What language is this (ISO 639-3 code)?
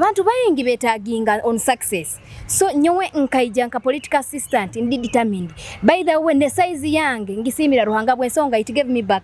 nyo